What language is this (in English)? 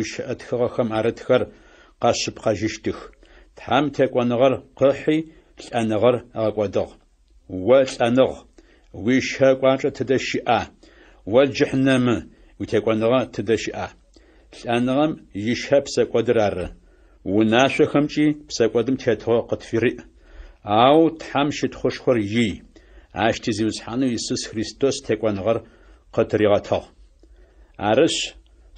Adyghe